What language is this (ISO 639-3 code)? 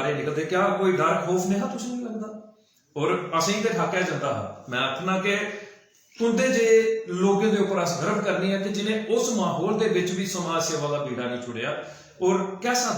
doi